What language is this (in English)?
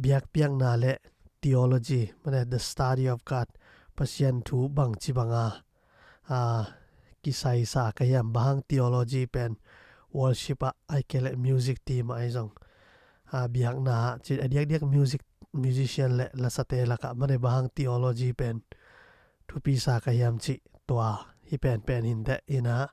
Tedim Chin